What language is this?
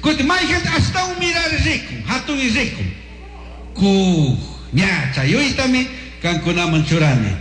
Chimborazo Highland Quichua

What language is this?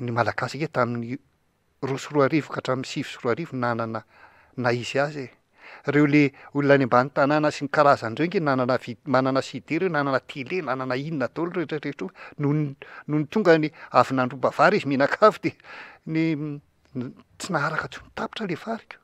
Malagasy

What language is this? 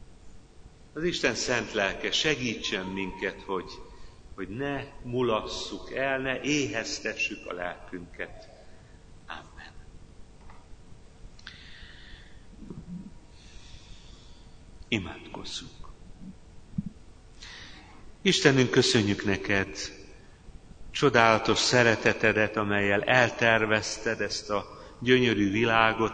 Hungarian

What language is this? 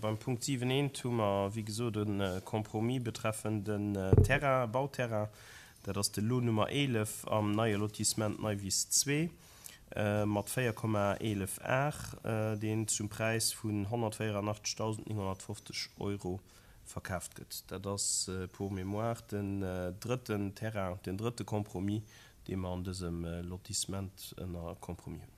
Luxembourgish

